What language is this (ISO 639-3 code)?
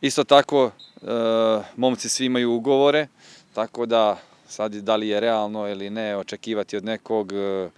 bos